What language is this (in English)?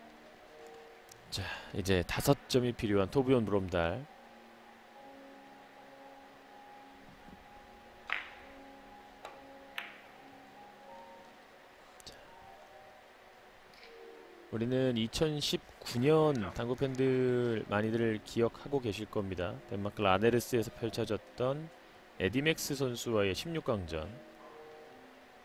Korean